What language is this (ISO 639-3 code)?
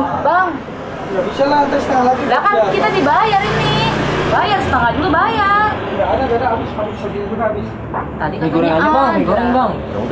bew